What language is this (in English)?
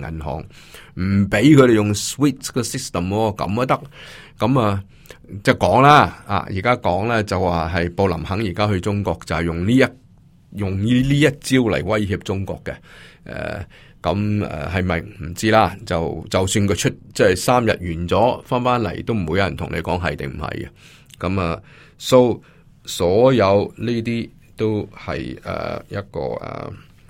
Cantonese